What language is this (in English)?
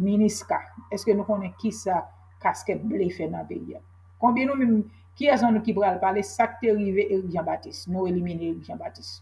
Haitian Creole